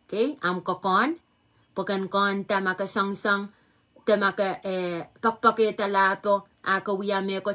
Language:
Pohnpeian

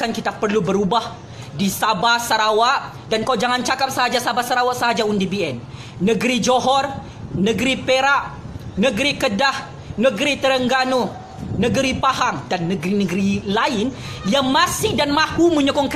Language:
Malay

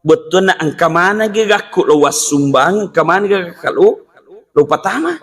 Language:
Buginese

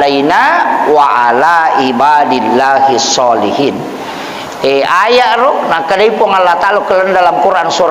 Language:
Buginese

